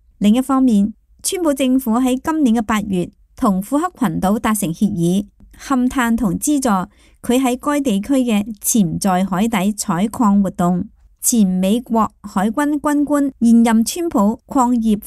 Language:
Cantonese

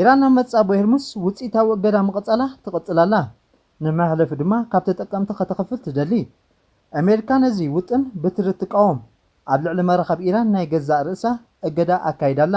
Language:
Tigrinya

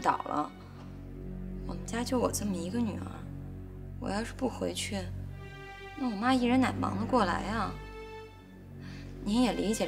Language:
Chinese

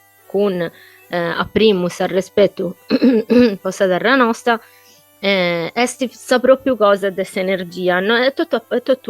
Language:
Sardinian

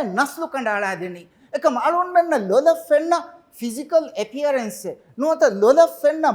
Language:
Divehi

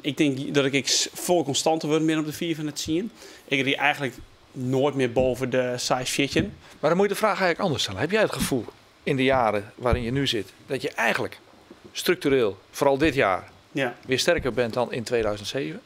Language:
Western Frisian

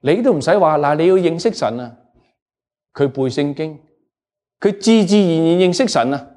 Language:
Cantonese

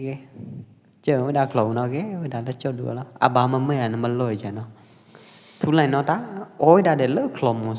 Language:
Pwo Eastern Karen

